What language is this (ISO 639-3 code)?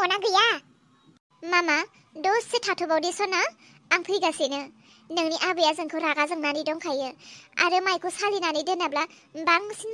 brx